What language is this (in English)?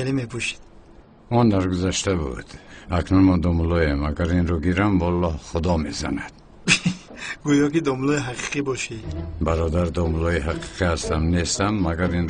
Tajik